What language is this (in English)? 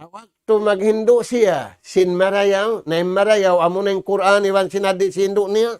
Tausug